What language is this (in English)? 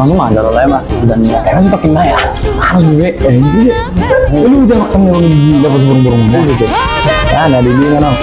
Batak Toba